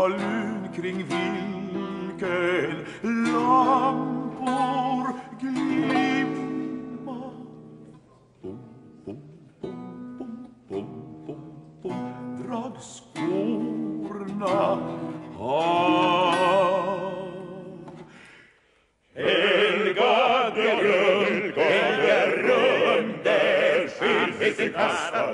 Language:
Swedish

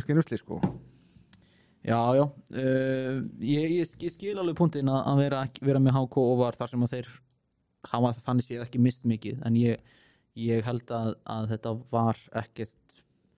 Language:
Icelandic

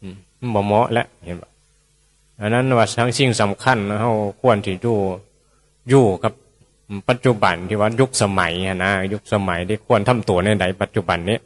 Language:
Northeastern Thai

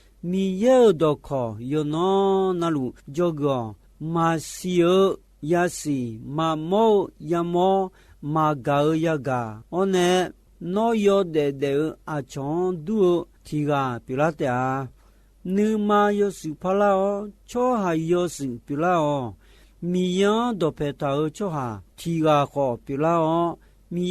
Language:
Akha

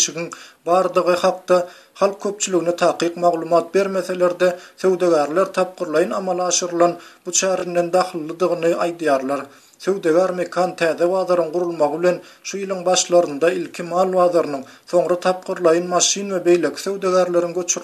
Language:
Turkmen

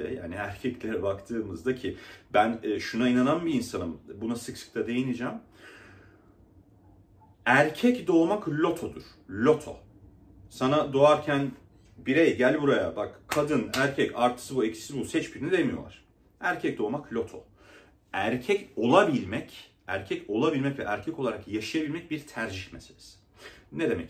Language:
Turkish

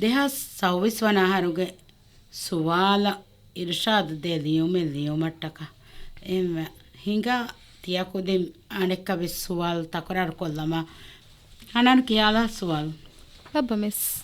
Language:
Divehi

